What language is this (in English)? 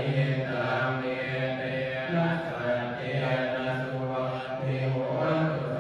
Pali